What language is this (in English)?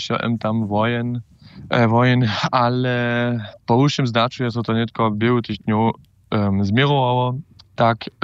Upper Sorbian